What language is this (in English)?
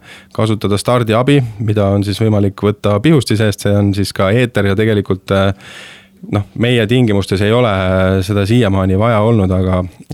Estonian